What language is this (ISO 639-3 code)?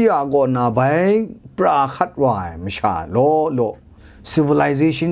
kac